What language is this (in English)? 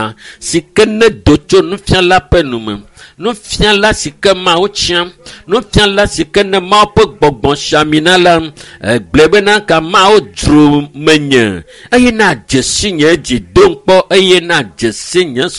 Ewe